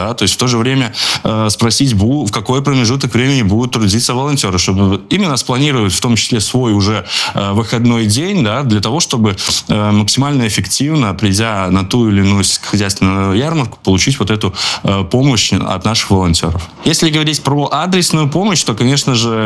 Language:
Russian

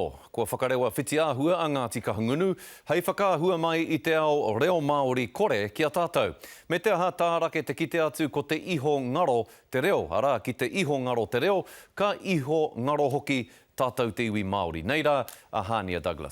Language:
Māori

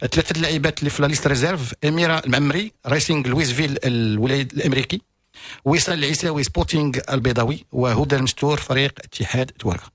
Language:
Moroccan Arabic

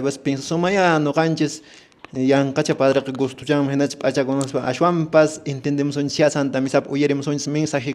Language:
Quechua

